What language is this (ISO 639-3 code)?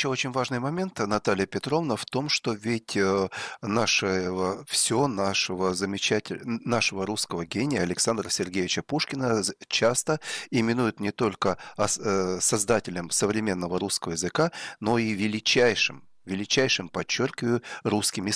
rus